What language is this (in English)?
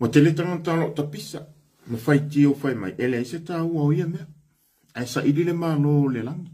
Samoan